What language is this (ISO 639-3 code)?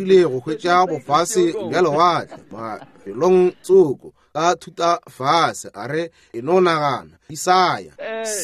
nso